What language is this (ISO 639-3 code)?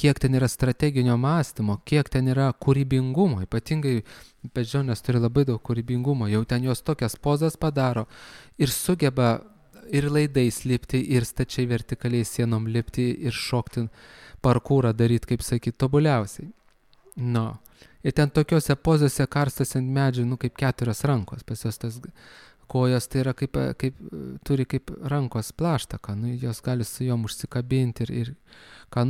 lit